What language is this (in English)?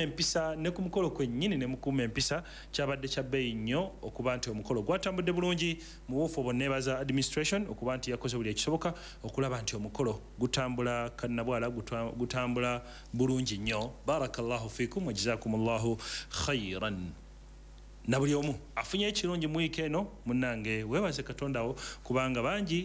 Ganda